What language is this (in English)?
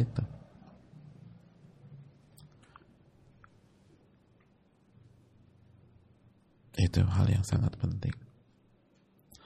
Indonesian